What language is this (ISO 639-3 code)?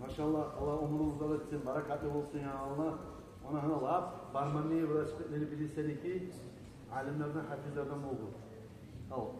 kum